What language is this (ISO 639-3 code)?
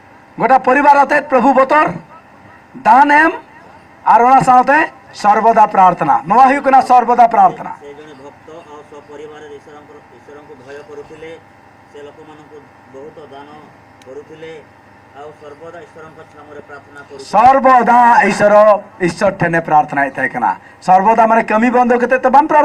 sat